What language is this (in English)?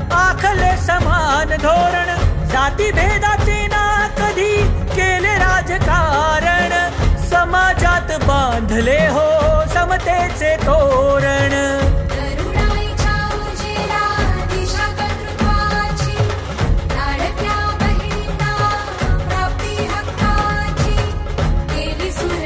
Marathi